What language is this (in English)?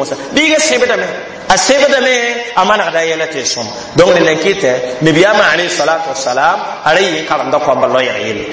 Mossi